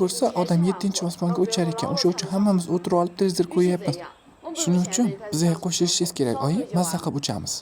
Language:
Uzbek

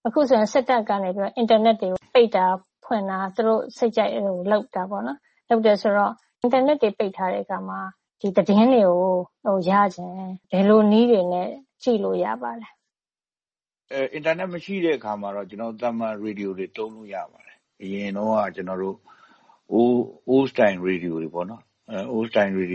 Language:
Burmese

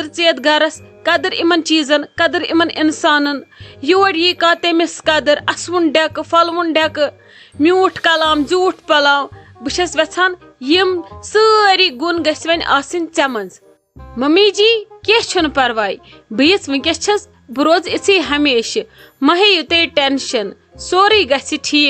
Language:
Kashmiri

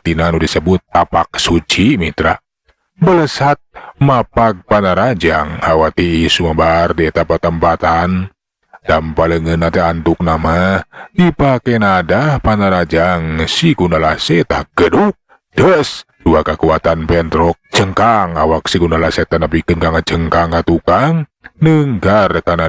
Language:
Sundanese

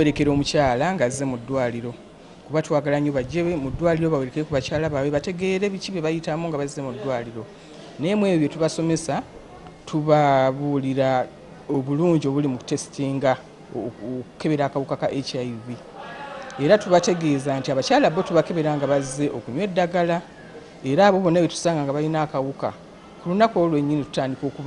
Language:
Ganda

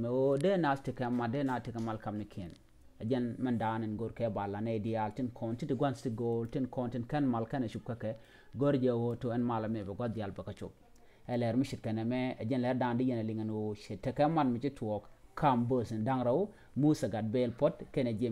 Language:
Nuer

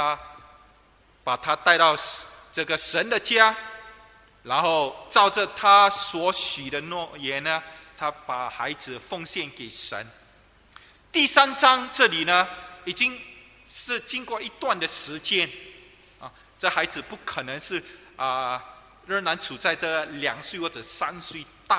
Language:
Chinese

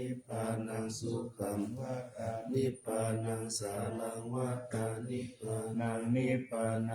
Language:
Pali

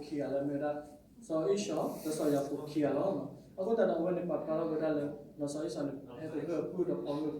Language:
S'gaw Karen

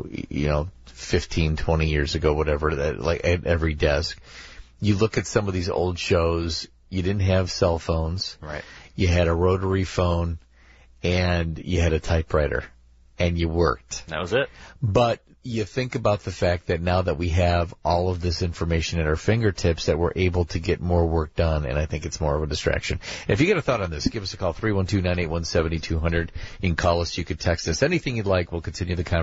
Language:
English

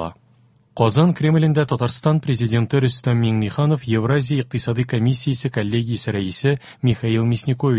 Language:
Tatar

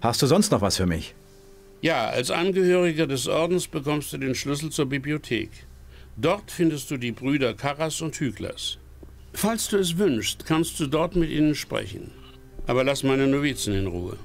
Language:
Bavarian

